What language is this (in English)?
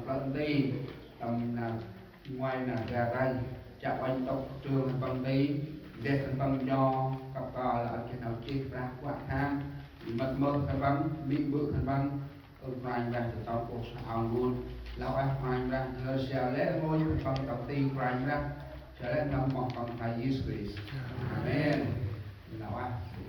Central Mnong